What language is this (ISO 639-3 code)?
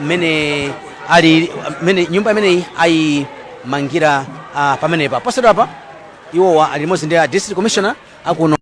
nya